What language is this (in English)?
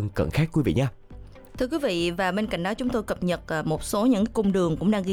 Vietnamese